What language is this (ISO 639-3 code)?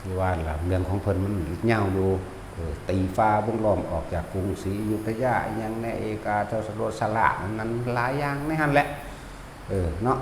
tts